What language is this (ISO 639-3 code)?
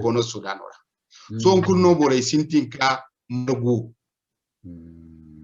dje